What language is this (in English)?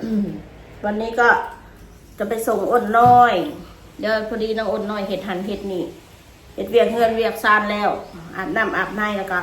Northeastern Thai